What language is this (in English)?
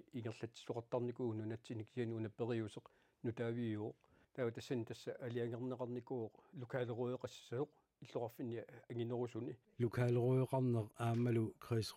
Kalaallisut